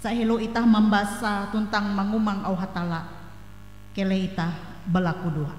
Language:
Ngaju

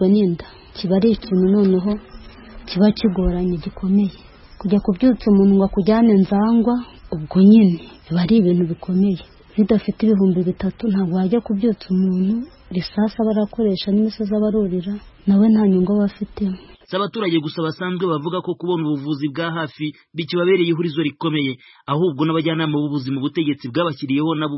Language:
Kinyarwanda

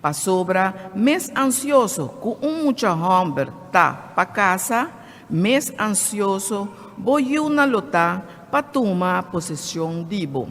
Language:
Papiamento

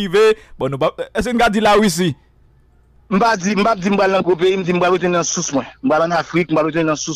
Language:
Haitian Creole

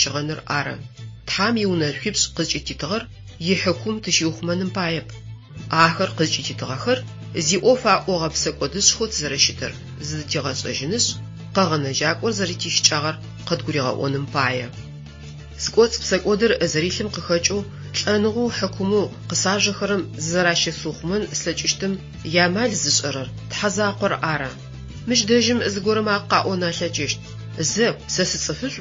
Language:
Adyghe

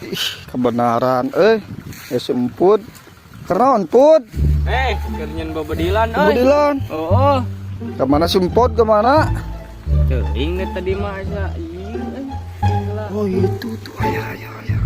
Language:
Sundanese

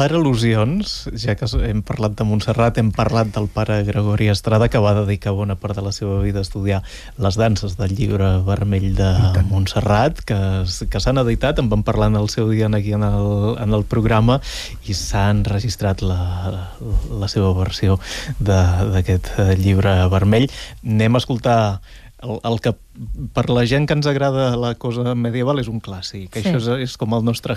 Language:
Catalan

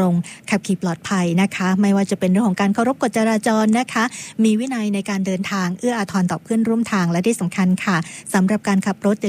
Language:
Thai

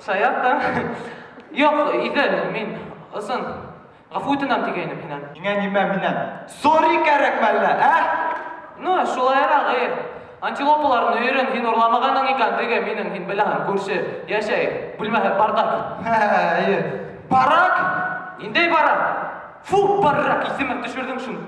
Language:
Bashkir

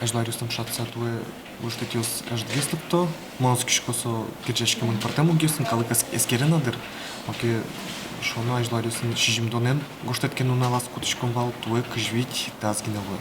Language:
Udmurt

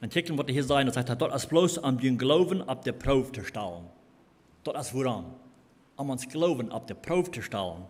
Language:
Plautdietsch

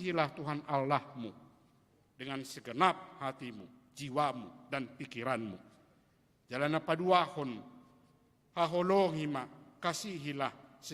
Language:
Batak Toba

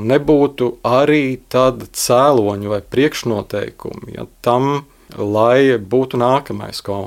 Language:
Latvian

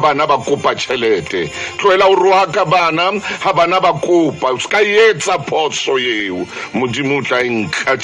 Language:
Southern Sotho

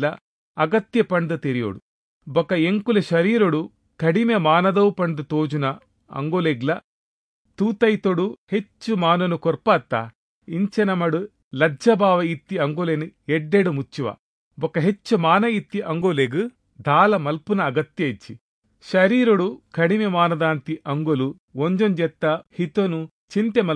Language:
Tulu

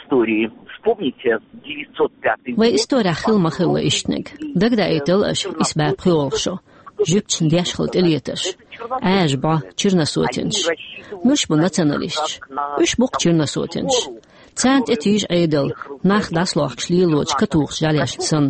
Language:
Chechen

